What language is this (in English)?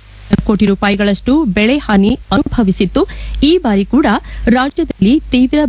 Kannada